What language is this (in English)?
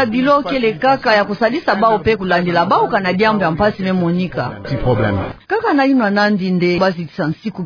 Kituba (Democratic Republic of Congo)